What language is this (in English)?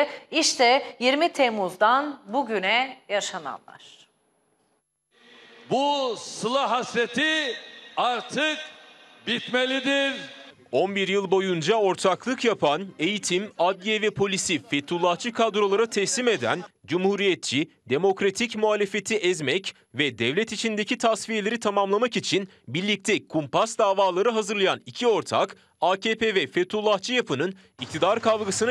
Turkish